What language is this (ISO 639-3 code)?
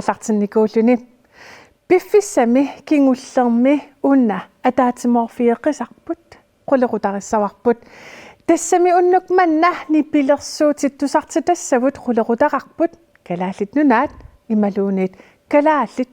kal